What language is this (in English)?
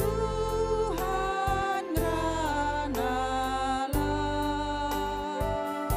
Batak Karo